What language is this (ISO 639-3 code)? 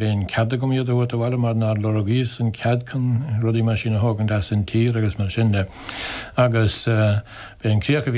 gle